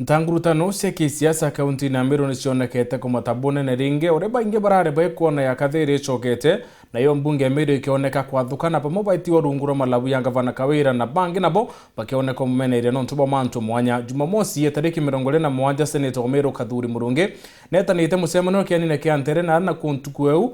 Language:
Meru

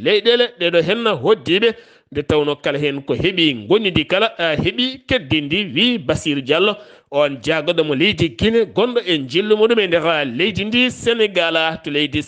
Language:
Fula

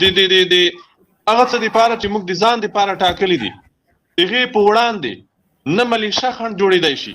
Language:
Pashto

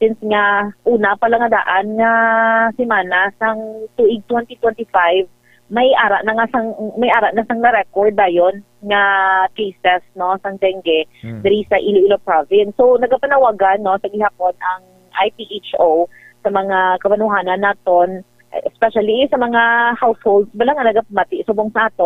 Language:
Hiligaynon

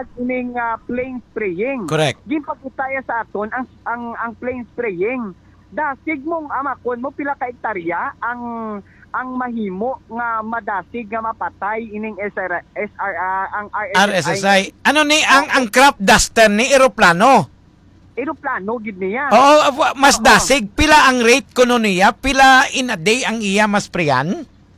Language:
Hiligaynon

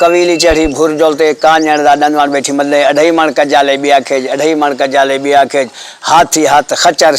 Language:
Saraiki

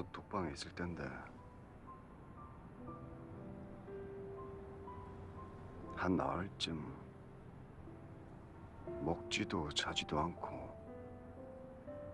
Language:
Korean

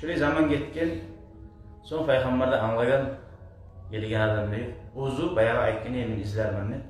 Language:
Kumyk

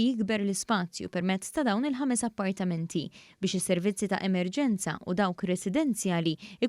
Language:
Maltese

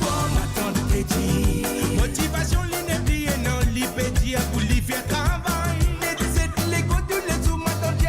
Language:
Morisyen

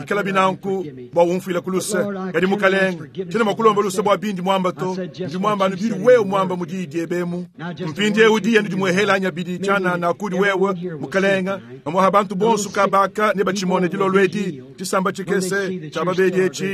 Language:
Luba-Lulua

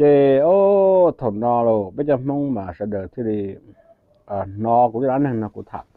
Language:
Hmong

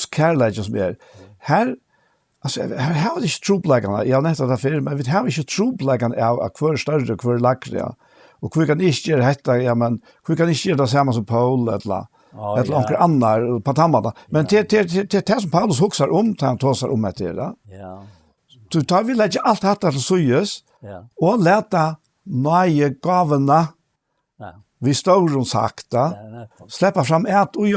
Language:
Faroese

